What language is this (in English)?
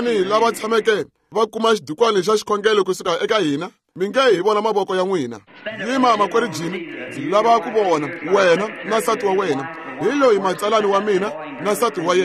Tsonga